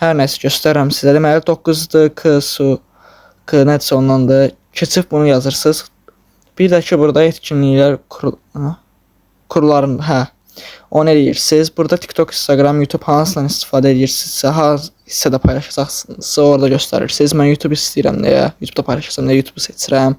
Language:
Azerbaijani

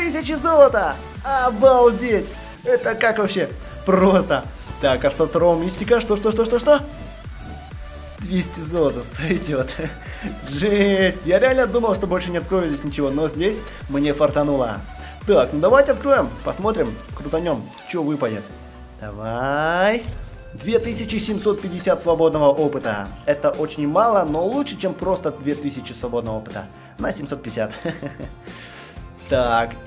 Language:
Russian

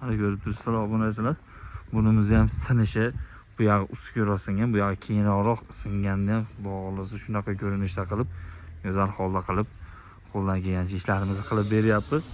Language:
Uzbek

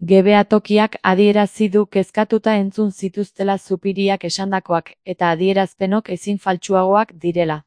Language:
Basque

